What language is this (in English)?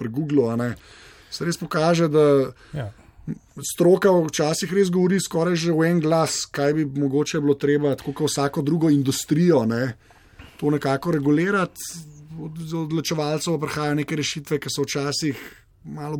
Slovenian